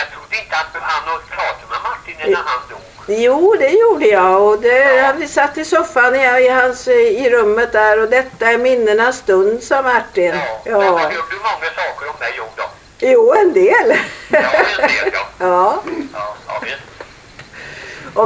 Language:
Swedish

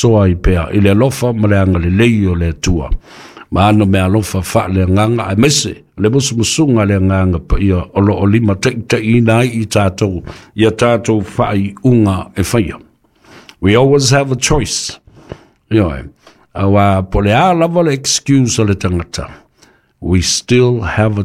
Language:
Samoan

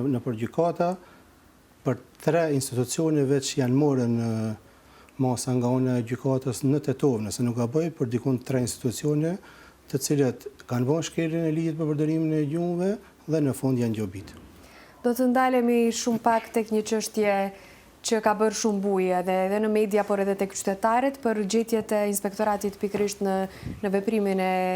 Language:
Albanian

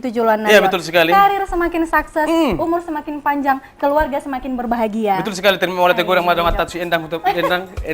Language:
Batak Toba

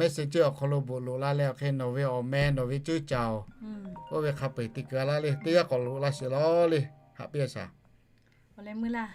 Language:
Lahu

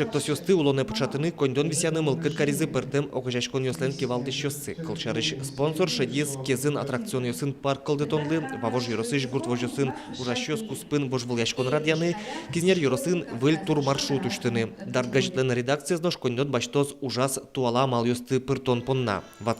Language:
Udmurt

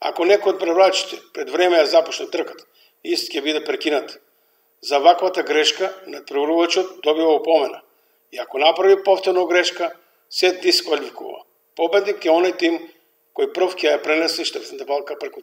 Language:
Macedonian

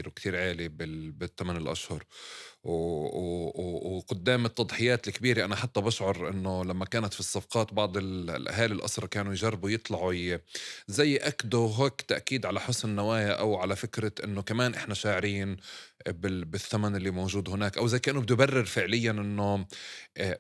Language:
North Levantine Arabic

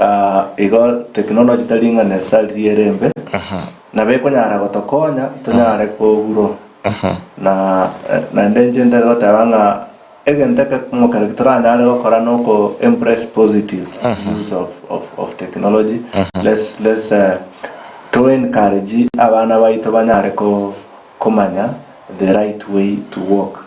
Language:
Gusii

